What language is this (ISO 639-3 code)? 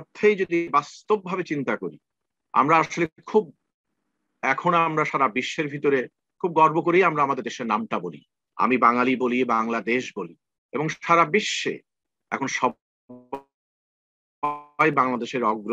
ben